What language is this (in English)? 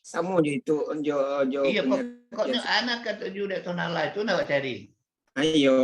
Minangkabau